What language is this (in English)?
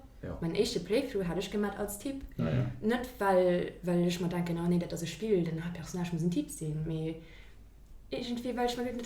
Luxembourgish